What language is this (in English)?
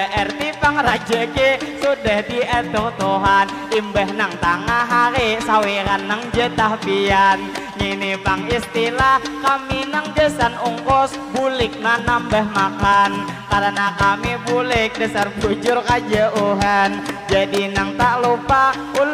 Banjar